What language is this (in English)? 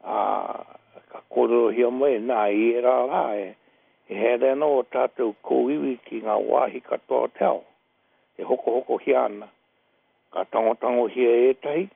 Māori